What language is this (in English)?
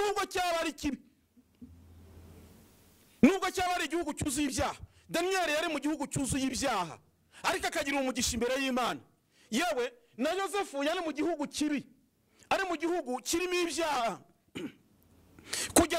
Kinyarwanda